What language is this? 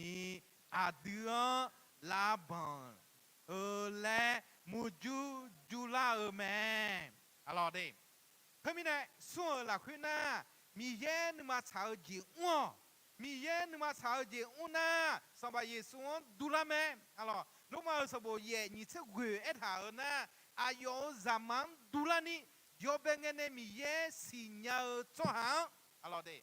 Akha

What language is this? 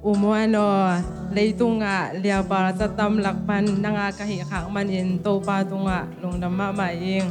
Tedim Chin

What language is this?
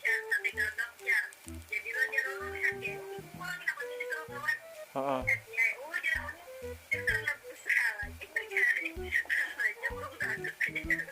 Banjar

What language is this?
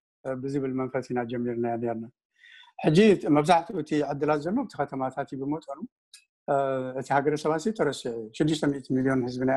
Tigrinya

